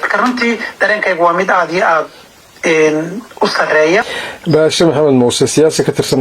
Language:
Somali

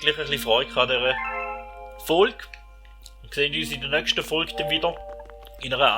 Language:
Swiss German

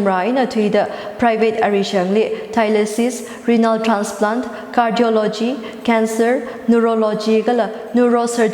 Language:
Tangkhul Naga (India)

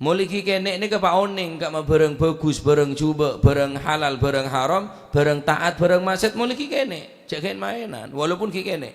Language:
Madurese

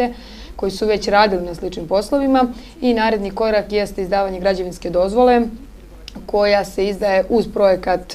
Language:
Serbian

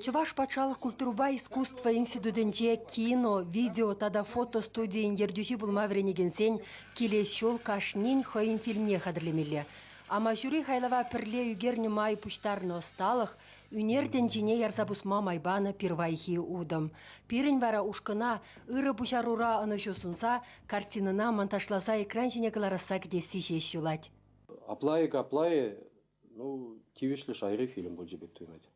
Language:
Chuvash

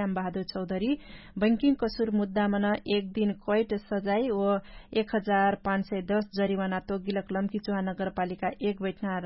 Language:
Dangaura Tharu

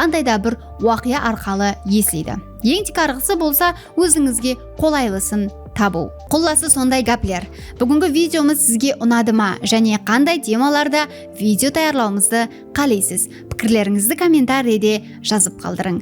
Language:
Kara-Kalpak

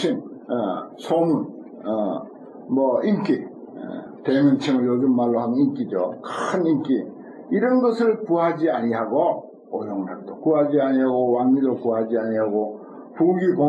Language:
Korean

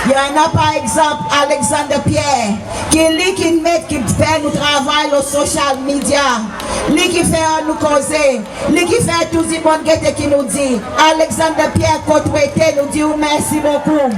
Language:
Seselwa Creole French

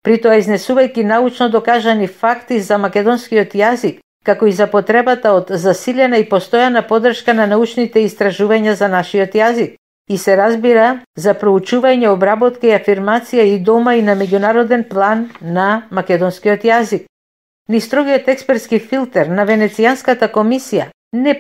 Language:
Macedonian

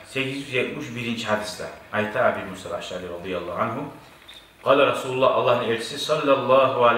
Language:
Kumyk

